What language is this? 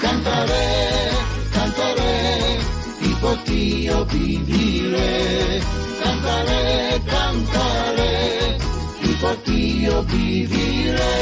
Ladino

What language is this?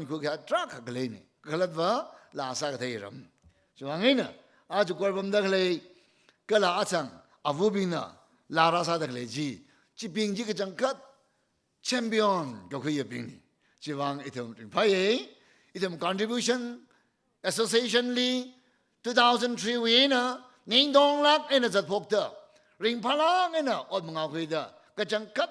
Tangkhul Naga (India)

